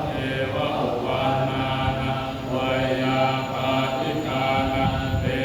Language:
Pali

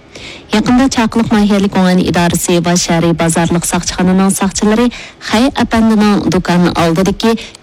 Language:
Uyghur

